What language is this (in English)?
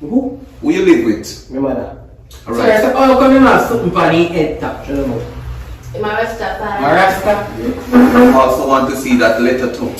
Jamaican Creole English